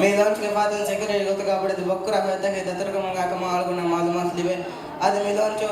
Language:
Divehi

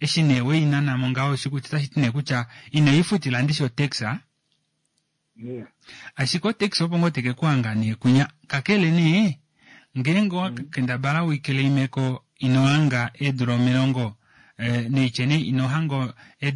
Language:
Kuanyama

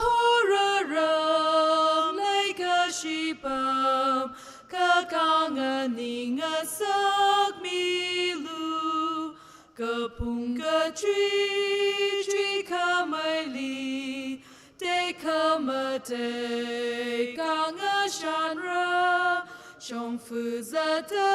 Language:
Tangkhul Naga (India)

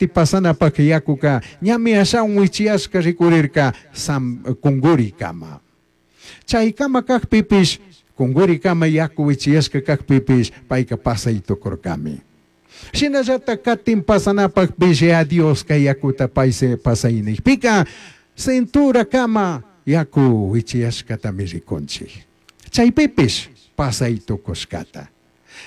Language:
Chimborazo Highland Quichua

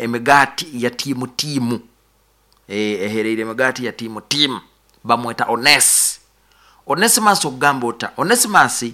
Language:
Nyankole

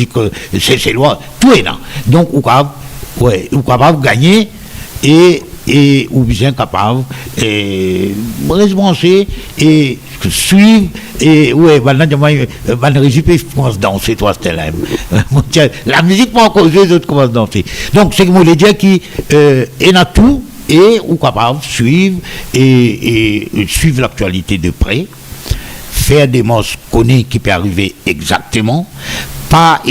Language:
Morisyen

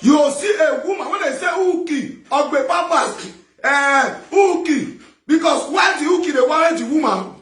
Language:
Nigerian Pidgin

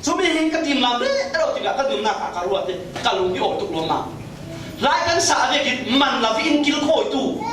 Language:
Falam Chin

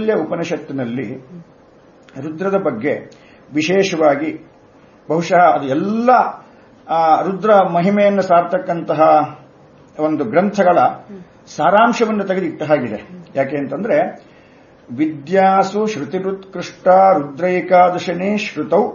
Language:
Kannada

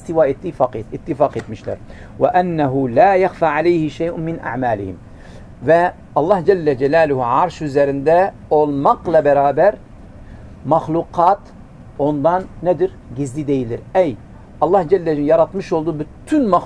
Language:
Turkish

